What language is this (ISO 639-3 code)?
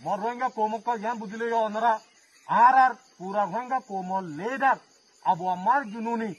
rhg